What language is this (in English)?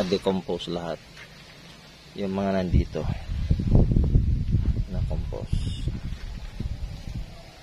Filipino